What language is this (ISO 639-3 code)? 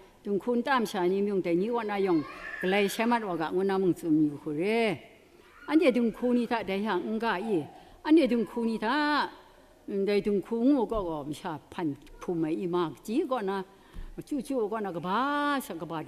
kac